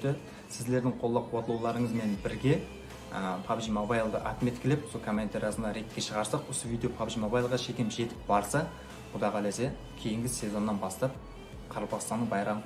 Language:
Kara-Kalpak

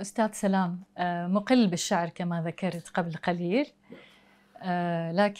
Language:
Mesopotamian Arabic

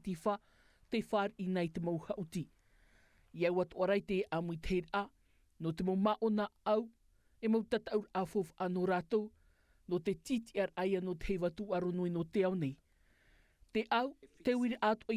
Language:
Tahitian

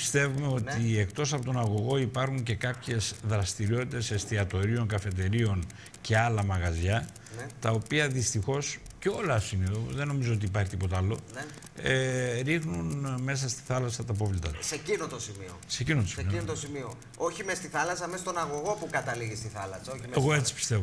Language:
Greek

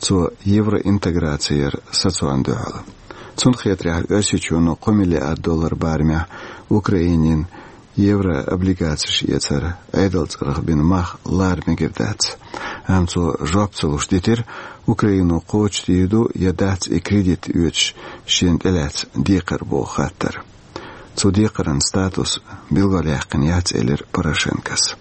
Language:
Chechen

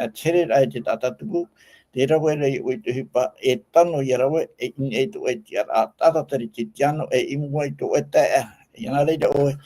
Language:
Tahitian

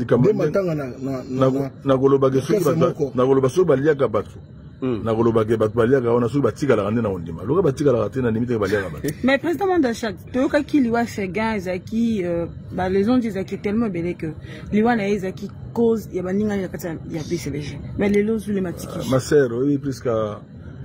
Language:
Lingala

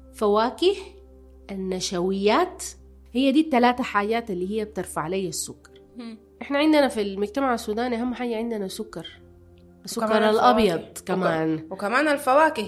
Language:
Sudanese Arabic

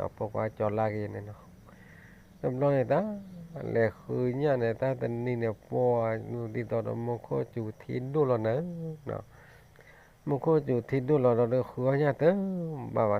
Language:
S'gaw Karen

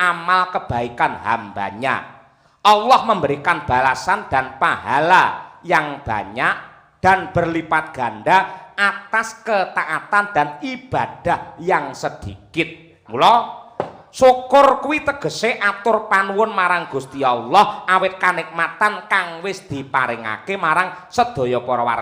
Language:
Javanese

